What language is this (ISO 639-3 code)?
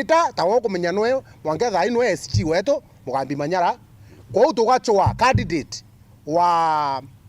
mer